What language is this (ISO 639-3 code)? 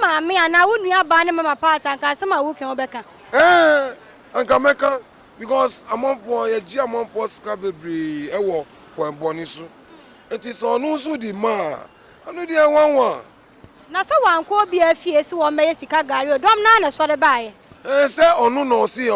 aka